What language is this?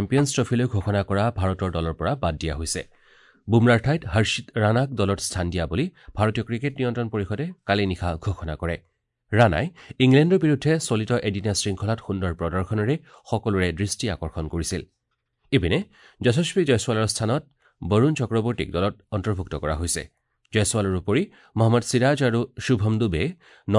Assamese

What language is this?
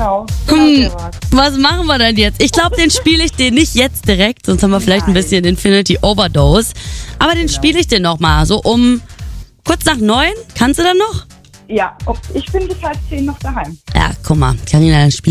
German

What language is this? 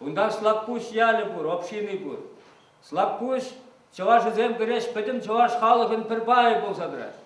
Chuvash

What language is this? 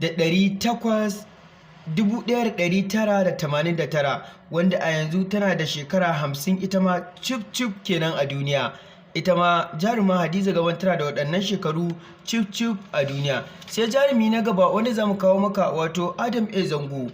Hausa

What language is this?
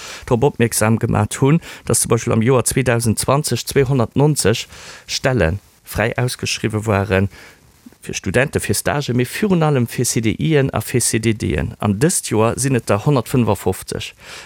Luxembourgish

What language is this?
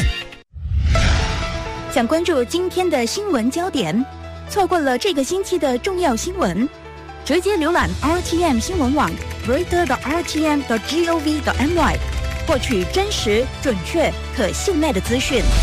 Chinese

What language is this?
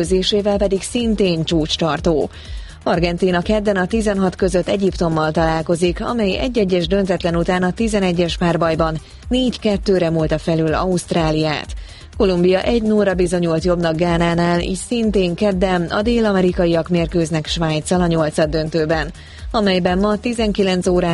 Hungarian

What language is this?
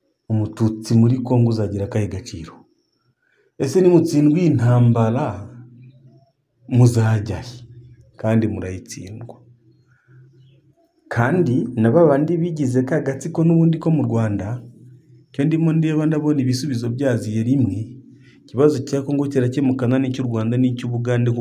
Kinyarwanda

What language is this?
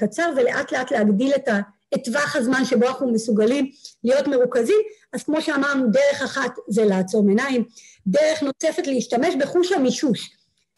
Hebrew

